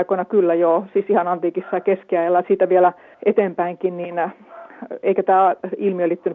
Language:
Finnish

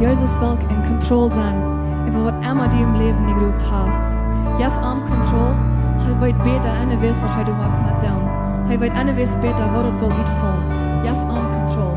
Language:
Plautdietsch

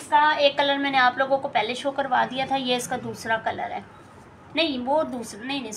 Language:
Hindi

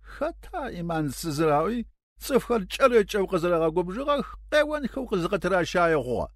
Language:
Adyghe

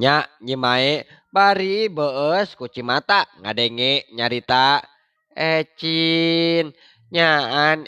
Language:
Sundanese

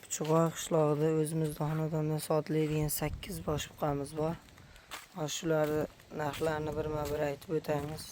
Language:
Uzbek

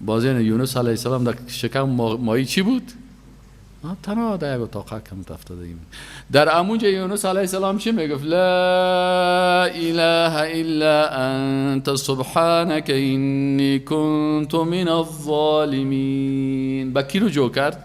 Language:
Persian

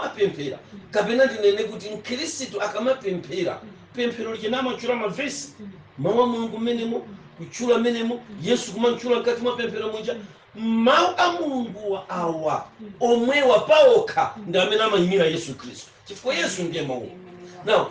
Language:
Nyanja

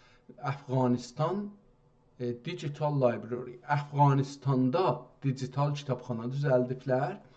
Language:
South Azerbaijani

